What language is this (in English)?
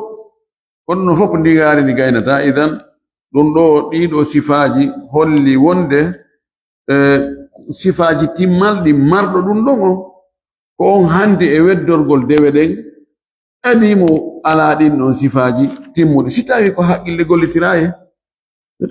Fula